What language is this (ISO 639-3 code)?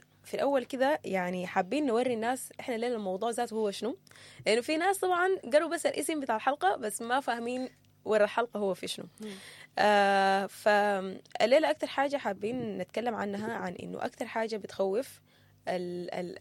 apd